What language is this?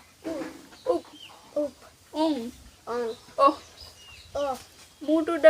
Santali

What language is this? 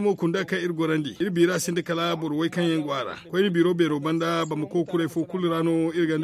Zarma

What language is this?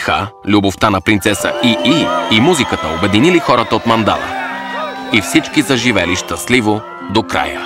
Bulgarian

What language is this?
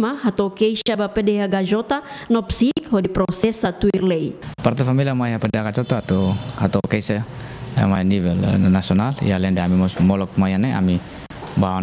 Tetum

